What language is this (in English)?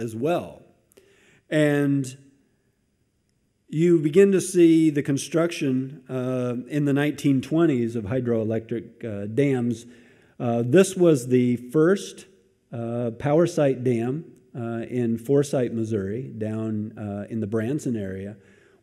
English